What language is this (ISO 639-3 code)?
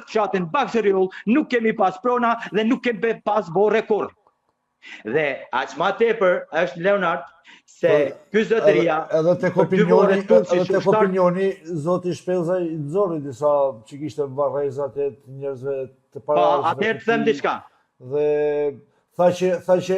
sqi